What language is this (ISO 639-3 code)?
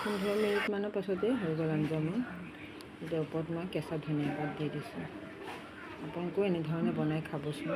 asm